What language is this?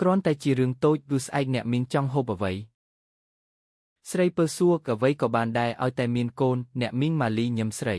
Khmer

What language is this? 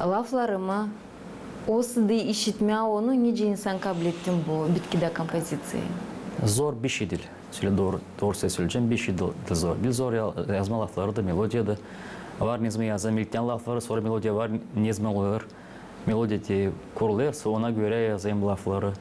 Gagauz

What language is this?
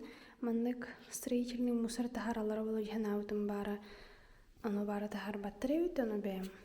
Yakut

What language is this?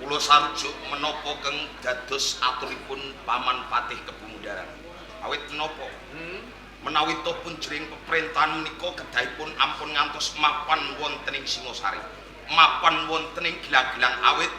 Javanese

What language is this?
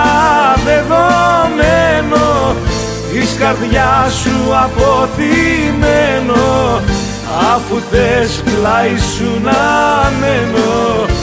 Greek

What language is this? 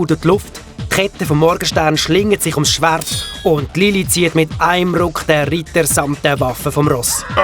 Swiss German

